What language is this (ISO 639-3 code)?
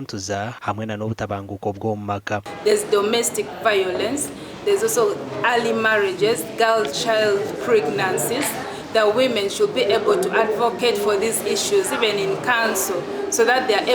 nyn